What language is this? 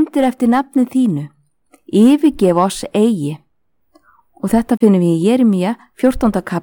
Icelandic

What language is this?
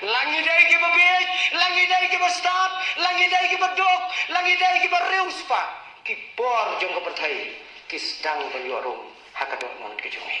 Khasi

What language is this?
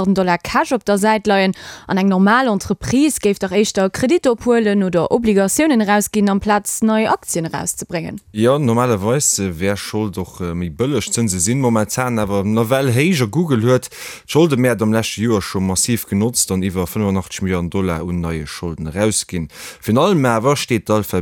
Luxembourgish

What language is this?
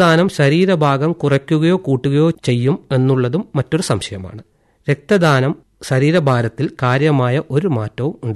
Malayalam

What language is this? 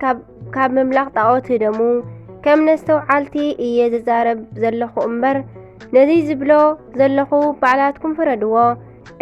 Tigrinya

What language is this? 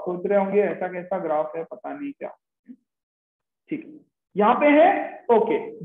Hindi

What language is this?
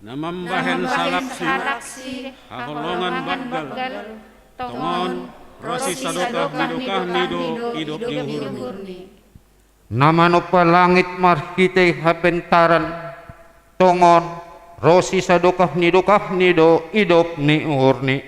Batak Simalungun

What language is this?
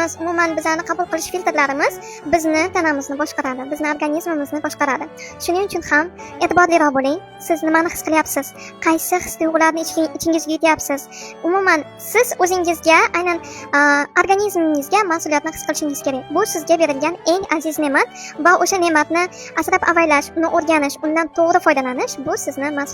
Uzbek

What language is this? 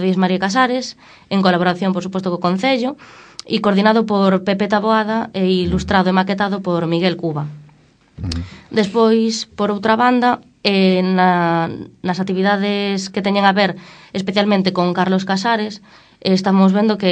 Galician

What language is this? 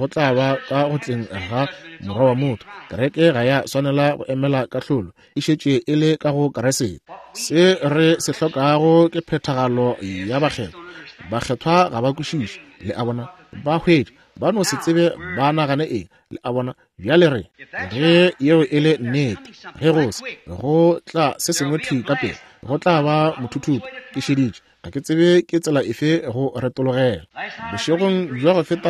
Northern Sotho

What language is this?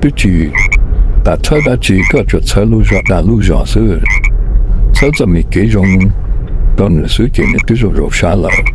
Hmong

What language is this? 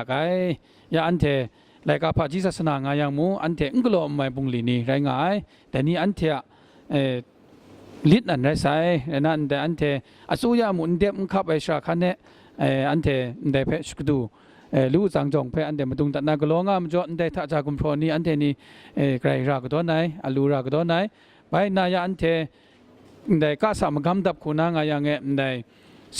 Kachin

